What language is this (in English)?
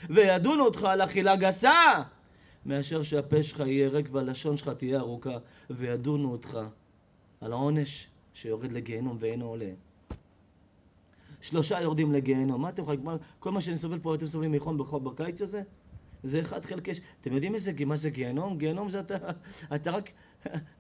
Hebrew